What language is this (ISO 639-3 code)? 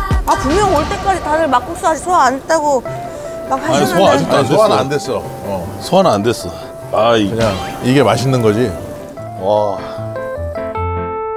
kor